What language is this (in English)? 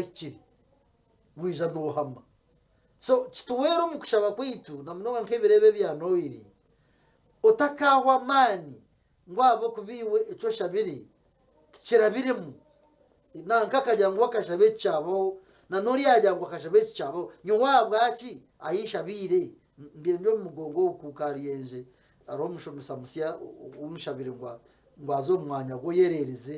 Nyankole